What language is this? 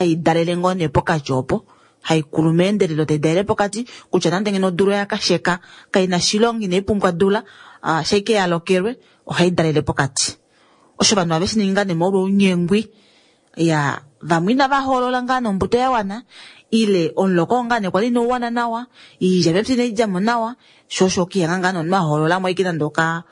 Kuanyama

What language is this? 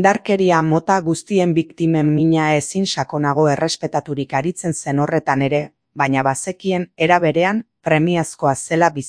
Basque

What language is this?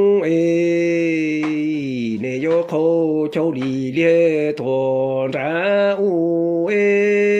Hmong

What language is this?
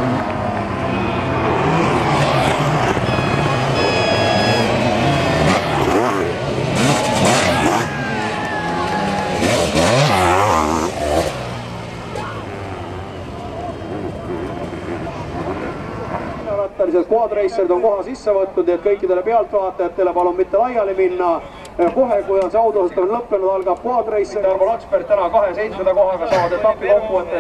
Estonian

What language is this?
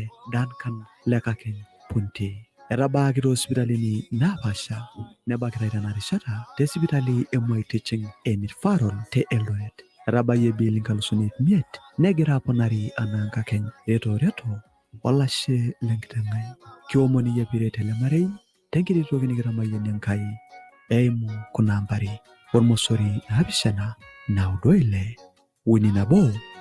Masai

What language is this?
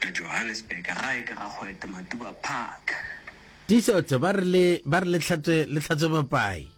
Northern Sotho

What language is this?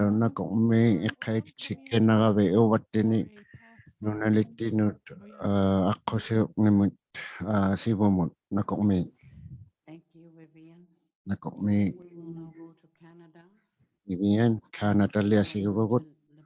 Inuktitut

